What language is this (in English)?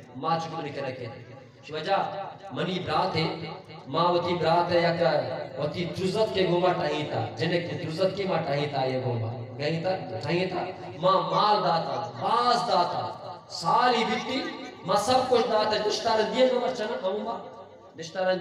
Eastern Balochi